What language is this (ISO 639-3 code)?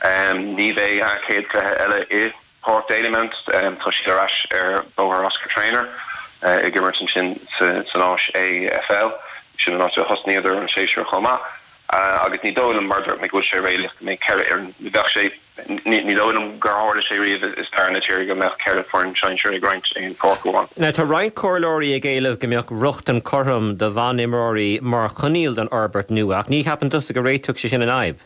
gle